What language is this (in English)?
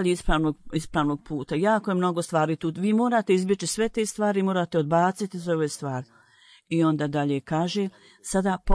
Bosnian